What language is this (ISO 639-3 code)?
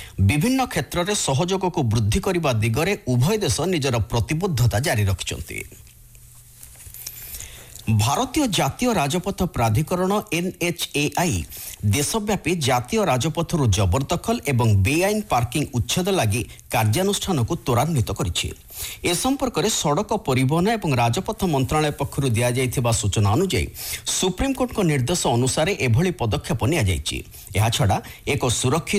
ori